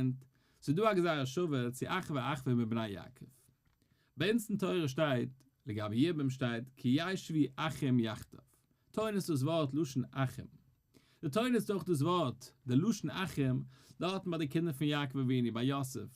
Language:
Yiddish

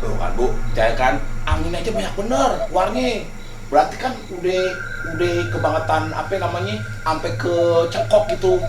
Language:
Betawi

